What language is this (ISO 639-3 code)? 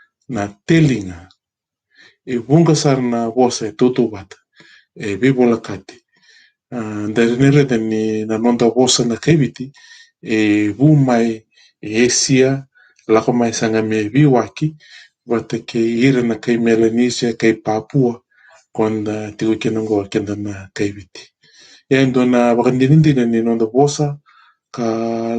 fij